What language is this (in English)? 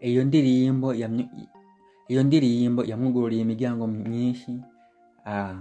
Rundi